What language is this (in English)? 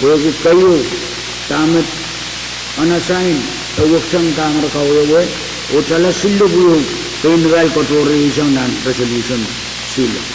Pohnpeian